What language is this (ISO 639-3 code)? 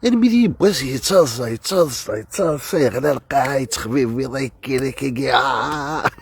kab